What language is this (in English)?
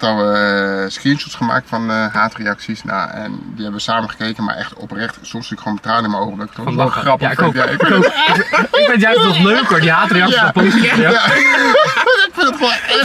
Dutch